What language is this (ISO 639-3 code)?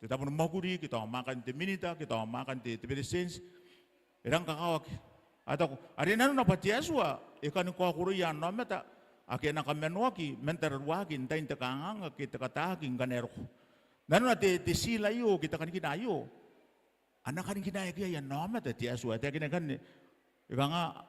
gil